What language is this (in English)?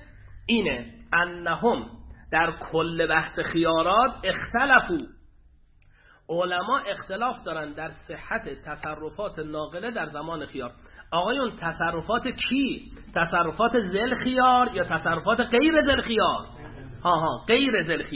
Persian